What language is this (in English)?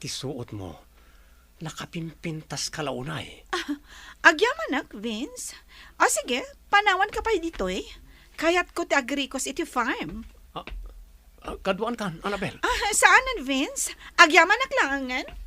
Iloko